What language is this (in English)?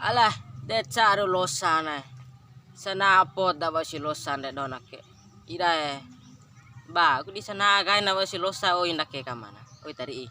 Bima